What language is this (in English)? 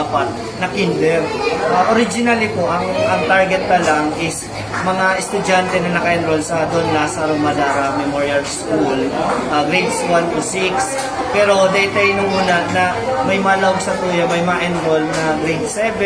Bikol